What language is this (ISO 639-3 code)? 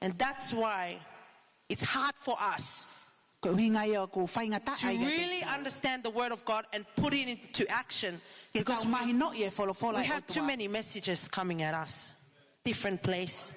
ton